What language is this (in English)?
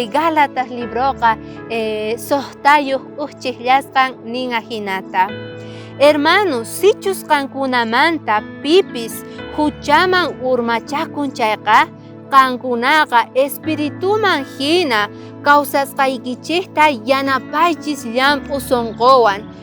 South Bolivian Quechua